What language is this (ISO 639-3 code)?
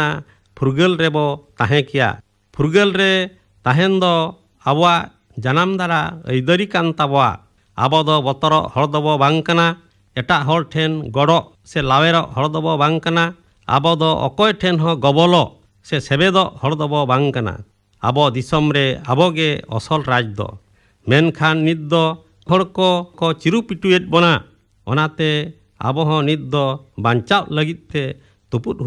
sat